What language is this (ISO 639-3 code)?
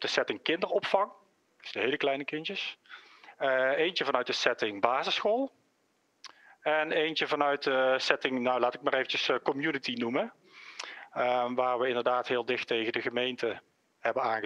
nld